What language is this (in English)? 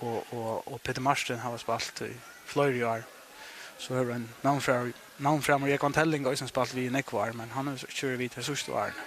Faroese